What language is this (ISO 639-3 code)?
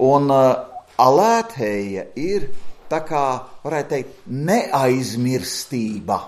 lav